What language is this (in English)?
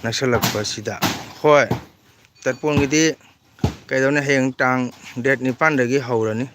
Manipuri